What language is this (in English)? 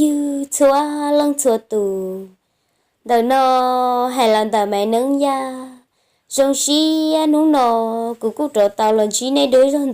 Hmong